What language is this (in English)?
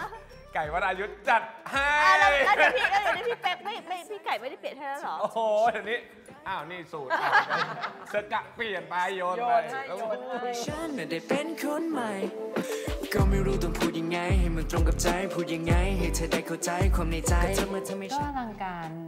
Thai